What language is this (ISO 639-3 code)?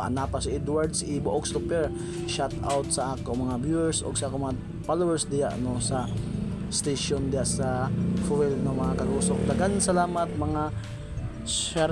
sgd